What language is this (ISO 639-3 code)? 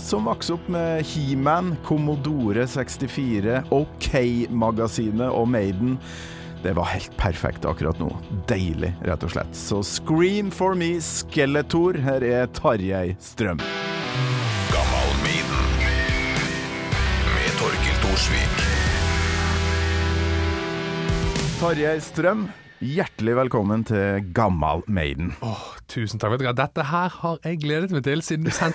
nor